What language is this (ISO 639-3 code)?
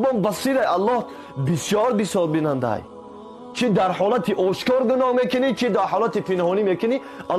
tgk